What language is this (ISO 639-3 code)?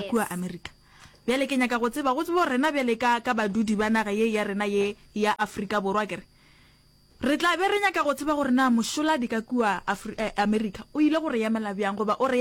nso